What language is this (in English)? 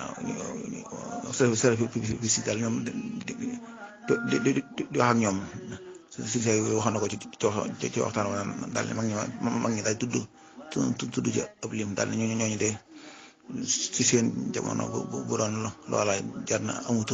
Wolof